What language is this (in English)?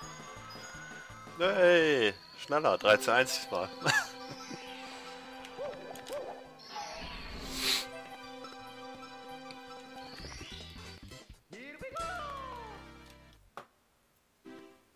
German